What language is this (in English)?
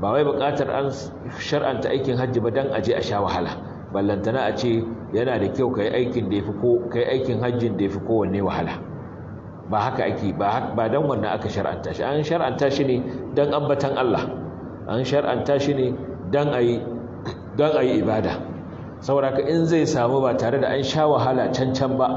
Hausa